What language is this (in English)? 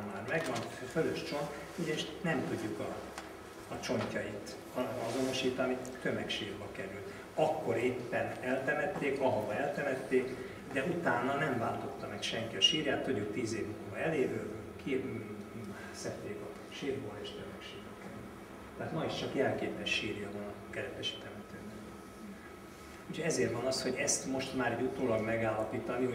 Hungarian